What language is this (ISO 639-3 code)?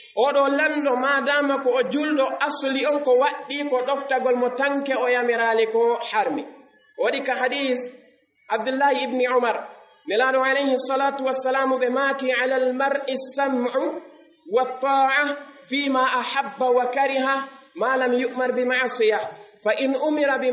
ful